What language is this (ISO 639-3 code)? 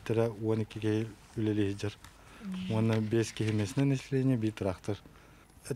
sah